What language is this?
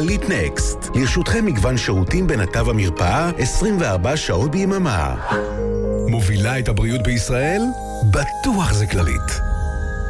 Hebrew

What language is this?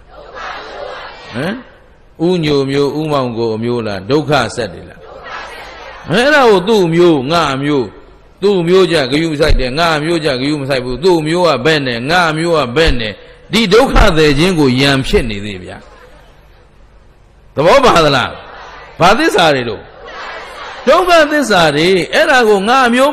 Burmese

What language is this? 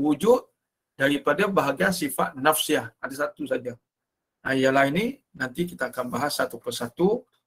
Malay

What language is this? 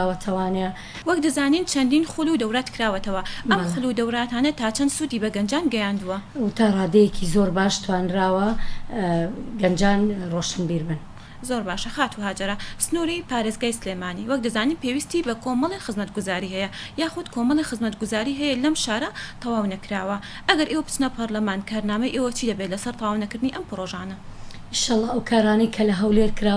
Central Kurdish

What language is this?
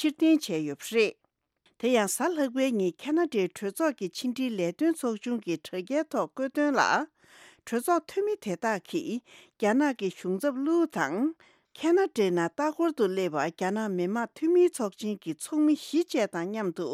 Tibetan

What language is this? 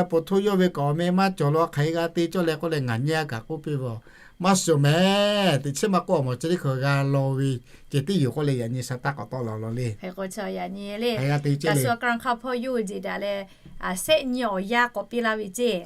Lahu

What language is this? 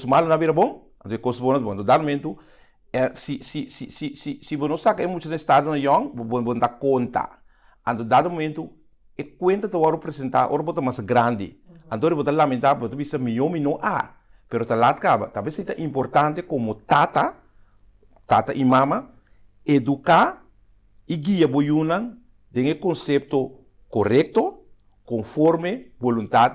Papiamento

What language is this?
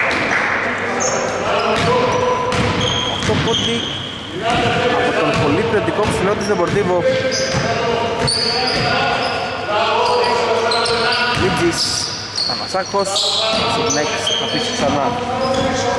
Greek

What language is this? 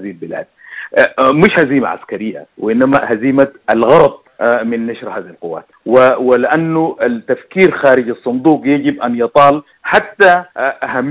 Sudanese Arabic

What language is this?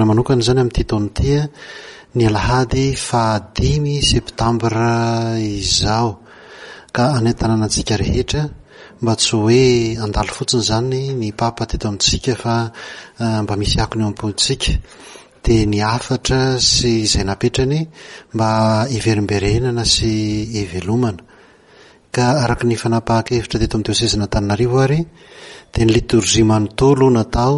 Malagasy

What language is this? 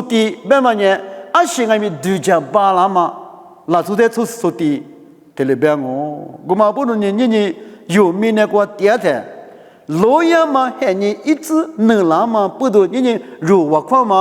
Lisu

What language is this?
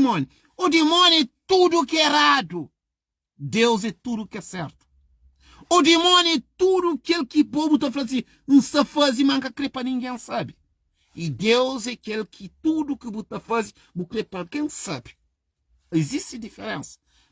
Kabuverdianu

